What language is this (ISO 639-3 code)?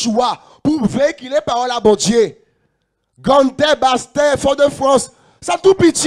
gcf